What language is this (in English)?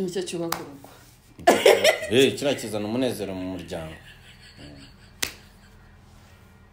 Kinyarwanda